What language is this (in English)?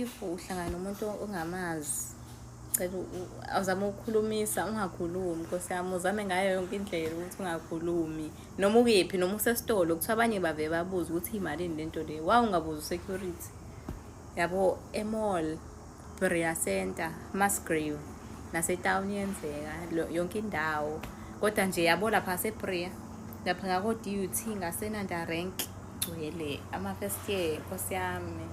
Zulu